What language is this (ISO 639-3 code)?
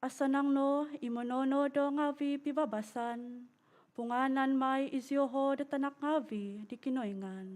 dtp